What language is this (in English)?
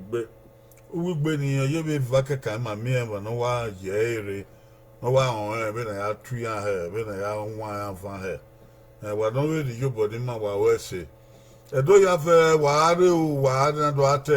Bini